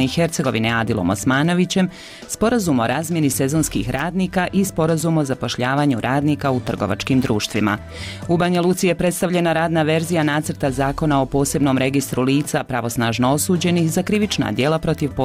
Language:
Croatian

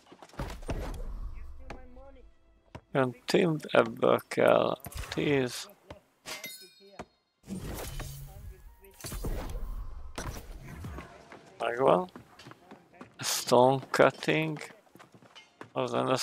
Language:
Hungarian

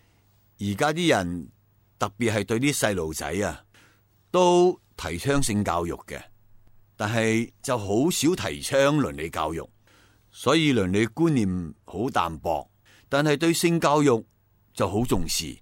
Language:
Cantonese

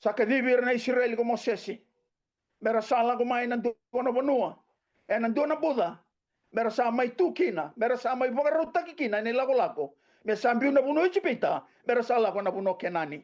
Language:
Fijian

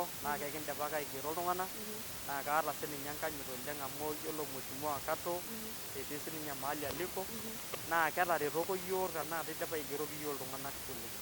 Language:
Masai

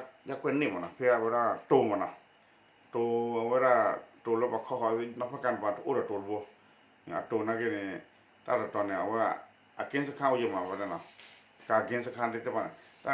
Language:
S'gaw Karen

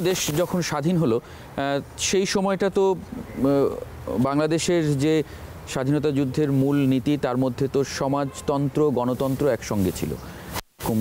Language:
Bangla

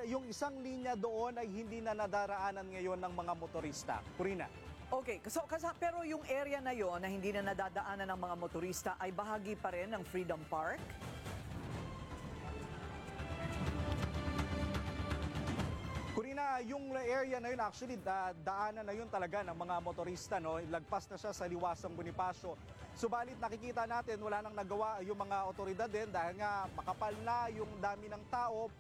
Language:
Filipino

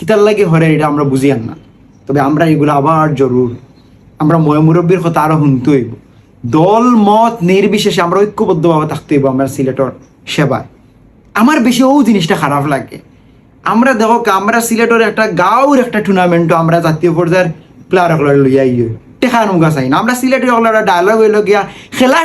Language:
Sylheti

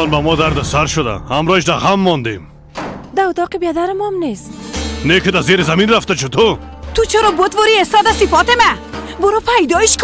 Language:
Persian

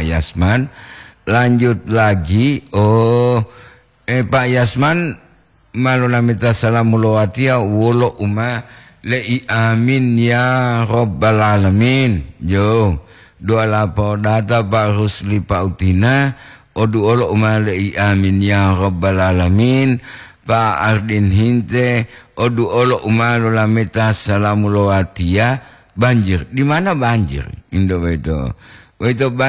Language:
Gorontalo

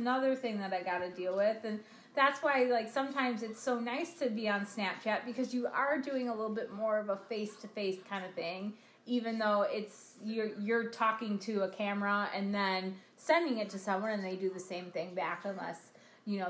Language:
English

